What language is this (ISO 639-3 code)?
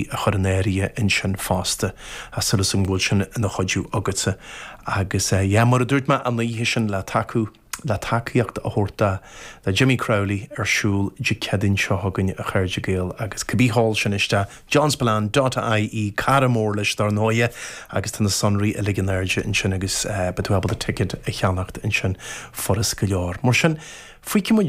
gle